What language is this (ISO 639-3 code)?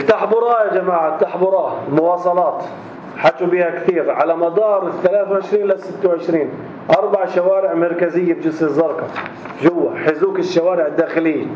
apc